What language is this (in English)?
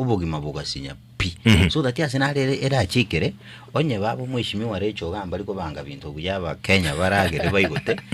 Gusii